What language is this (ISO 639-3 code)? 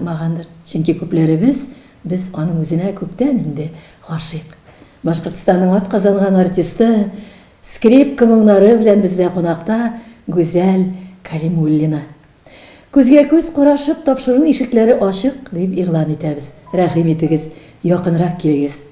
tat